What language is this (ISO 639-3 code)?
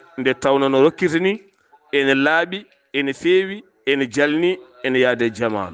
ful